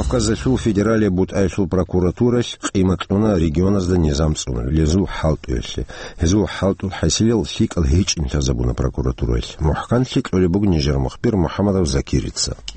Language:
Avaric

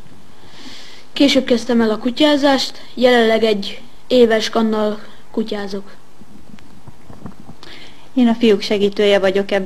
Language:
Hungarian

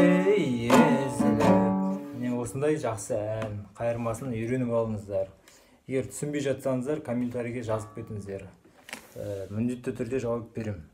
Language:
Kazakh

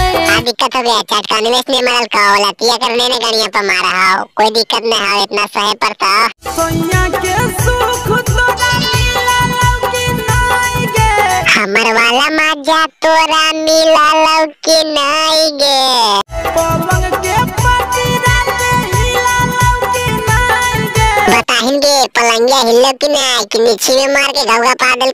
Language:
Magahi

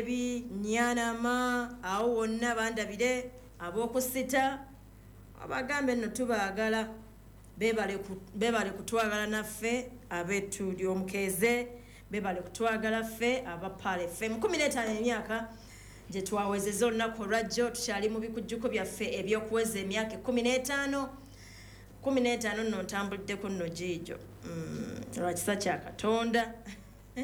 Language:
Ganda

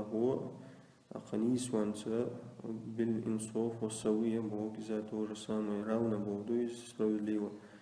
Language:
Chechen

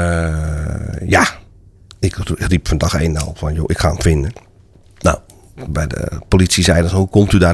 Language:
Dutch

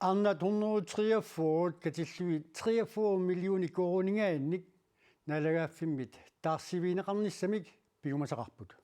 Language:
Kalaallisut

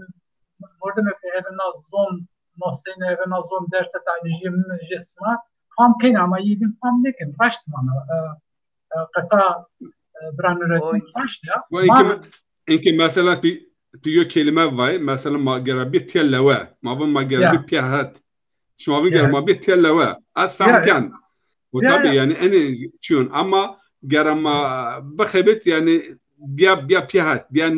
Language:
Zaza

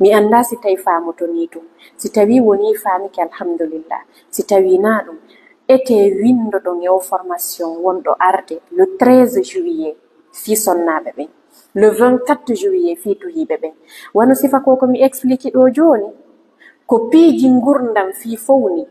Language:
Fula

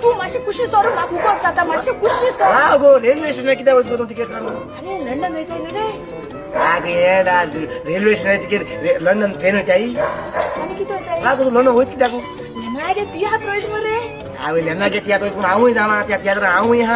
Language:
Konkani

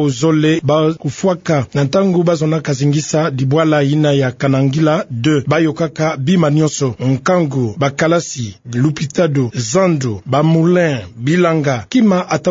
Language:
Kituba (Democratic Republic of Congo)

